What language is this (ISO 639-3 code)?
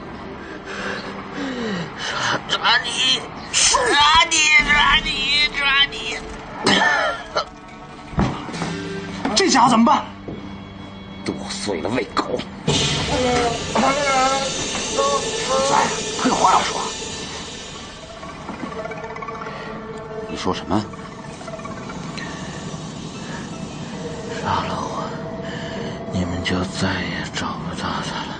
zho